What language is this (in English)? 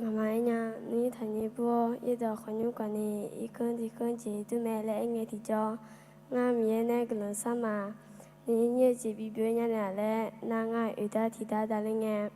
Akha